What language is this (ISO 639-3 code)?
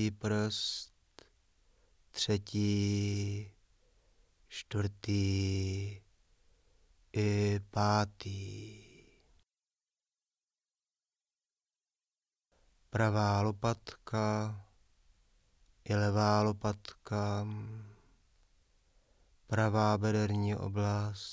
ces